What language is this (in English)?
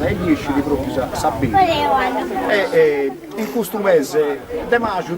Sardinian